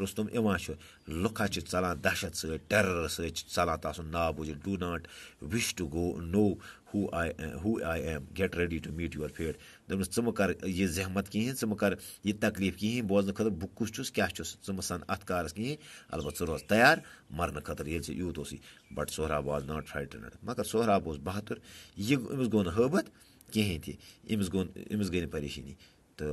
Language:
Kashmiri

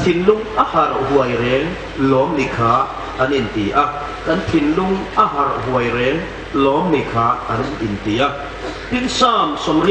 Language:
Hmar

